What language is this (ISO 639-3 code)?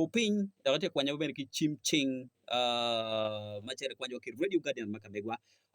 ach